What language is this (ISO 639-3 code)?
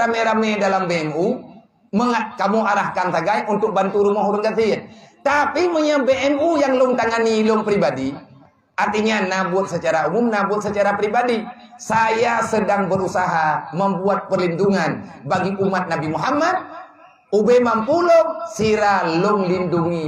ace